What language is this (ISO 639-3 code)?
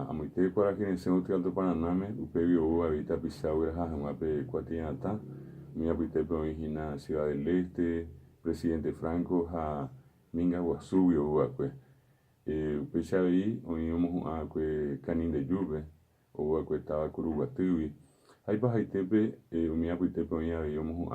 grn